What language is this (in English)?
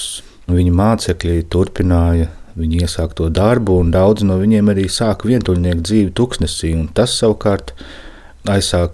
Latvian